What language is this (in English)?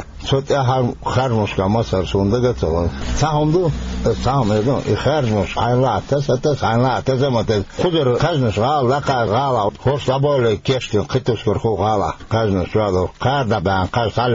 Chechen